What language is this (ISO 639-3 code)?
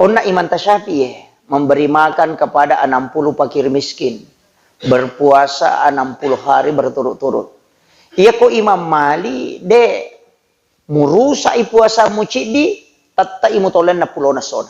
bug